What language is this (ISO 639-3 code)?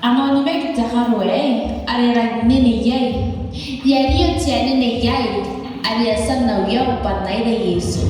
gil